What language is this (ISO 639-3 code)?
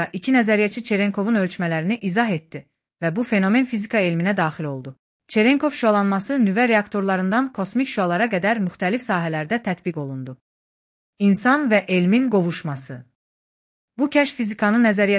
aze